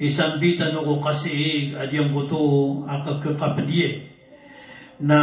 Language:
Maranao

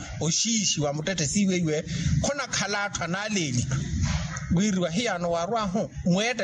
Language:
Makhuwa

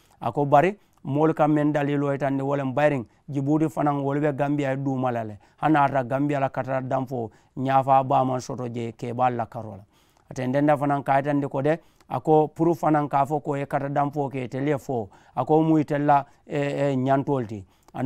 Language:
Mandingo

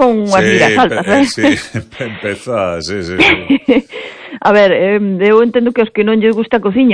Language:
Galician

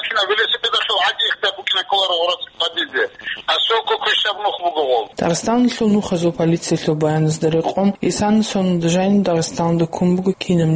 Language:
Avaric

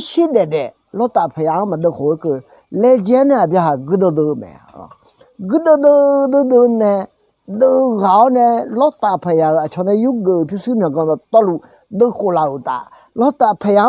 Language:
Akha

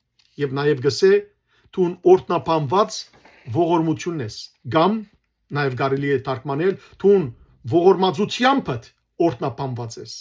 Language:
Western Armenian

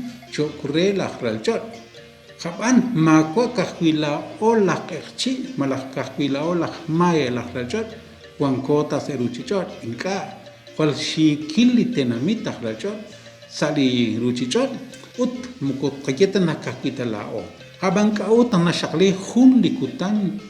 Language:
Kekchí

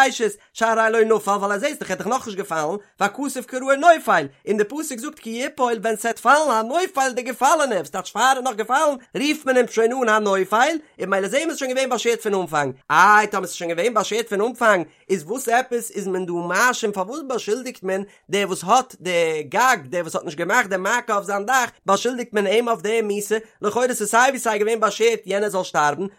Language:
Yiddish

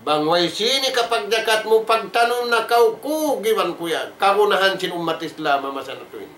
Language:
Tausug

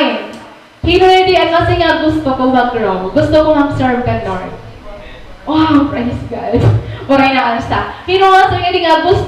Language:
Waray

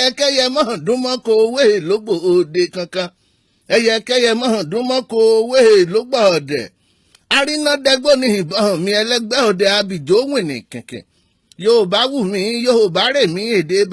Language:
Yoruba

